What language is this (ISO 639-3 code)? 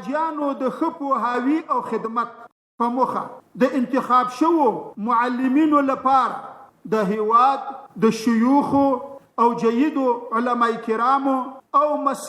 pus